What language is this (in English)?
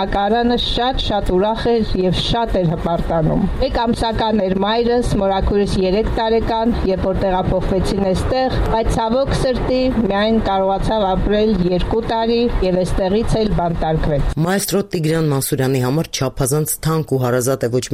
Armenian